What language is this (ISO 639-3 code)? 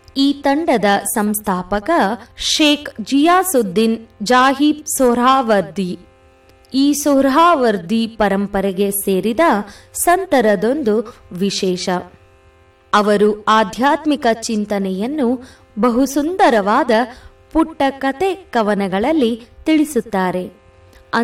kan